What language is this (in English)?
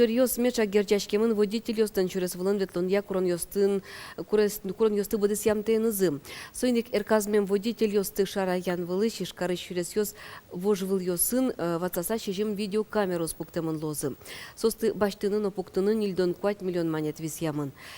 Udmurt